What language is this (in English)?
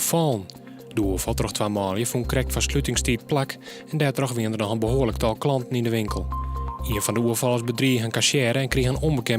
Western Frisian